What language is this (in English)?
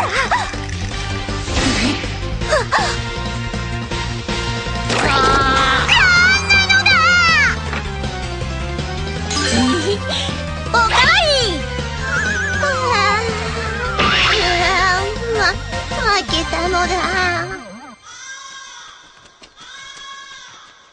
Japanese